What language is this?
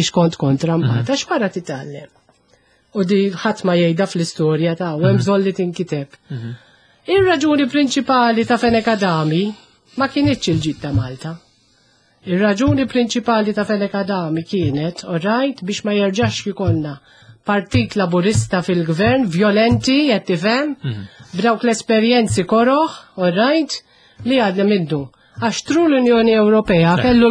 Maltese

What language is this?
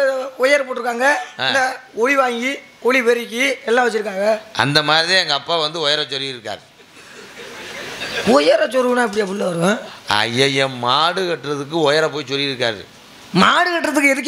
Tamil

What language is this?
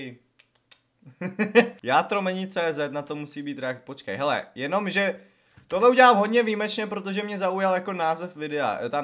Czech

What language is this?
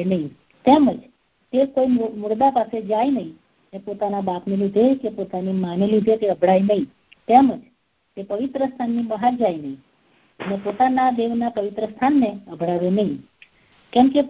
Gujarati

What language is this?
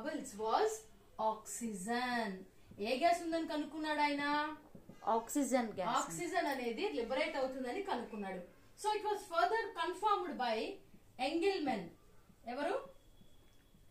Telugu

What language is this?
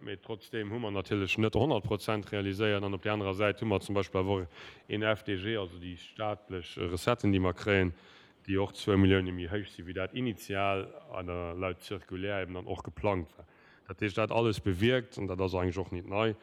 Luxembourgish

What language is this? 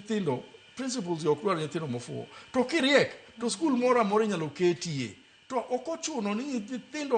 Luo (Kenya and Tanzania)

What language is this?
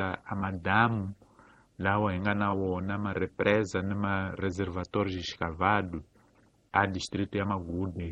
Tsonga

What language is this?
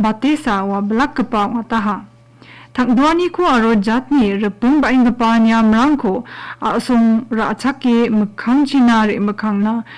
Garo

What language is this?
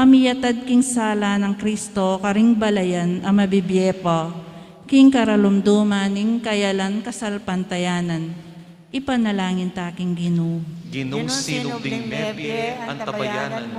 Pampanga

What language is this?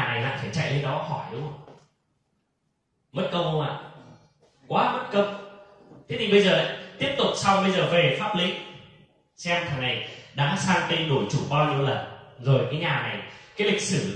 Vietnamese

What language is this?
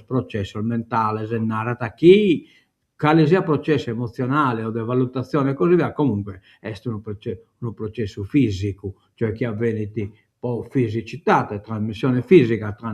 Sardinian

